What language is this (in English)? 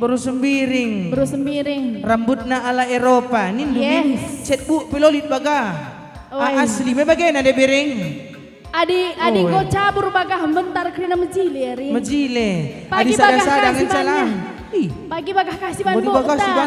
Batak Karo